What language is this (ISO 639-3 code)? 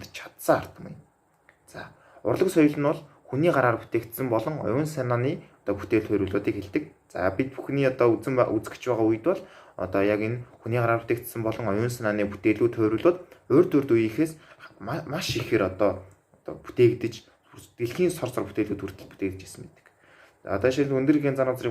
mon